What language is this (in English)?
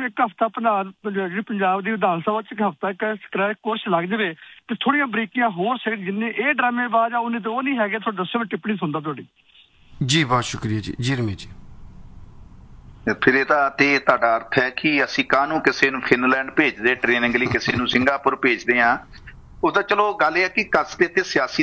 Punjabi